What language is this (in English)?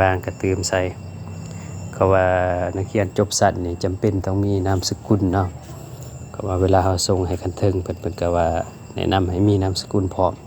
Lao